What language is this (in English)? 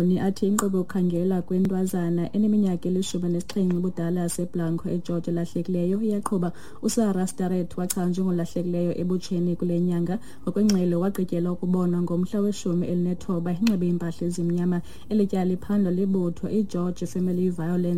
Xhosa